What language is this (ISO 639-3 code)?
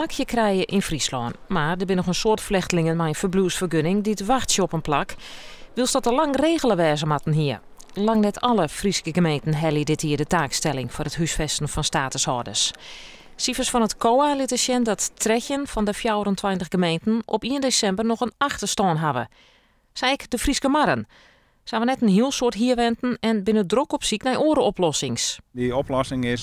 fry